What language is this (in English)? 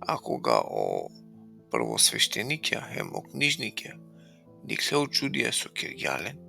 Balkan Romani